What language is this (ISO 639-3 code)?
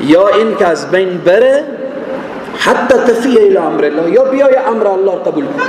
fas